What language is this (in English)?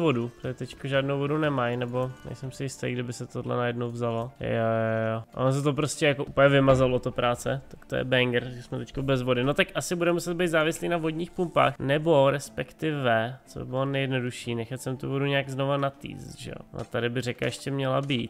Czech